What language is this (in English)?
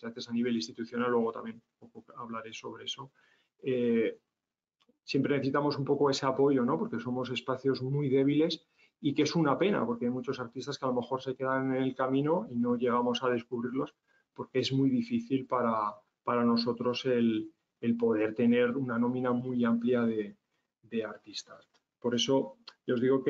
Spanish